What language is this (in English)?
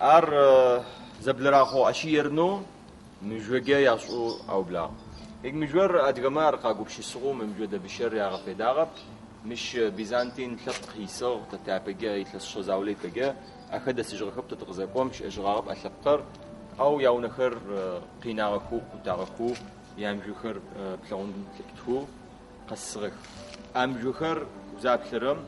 Adyghe